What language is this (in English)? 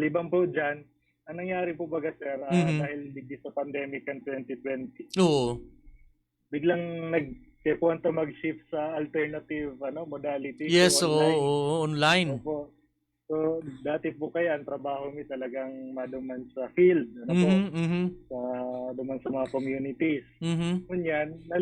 Bikol